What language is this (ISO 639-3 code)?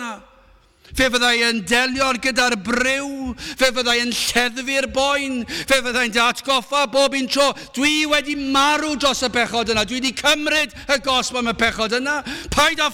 cym